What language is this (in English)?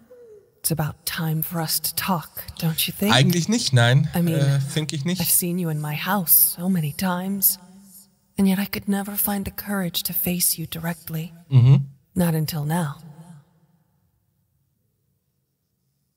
German